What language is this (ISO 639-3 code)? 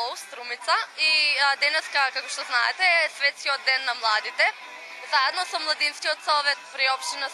mkd